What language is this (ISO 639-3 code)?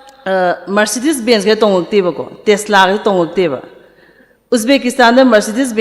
mni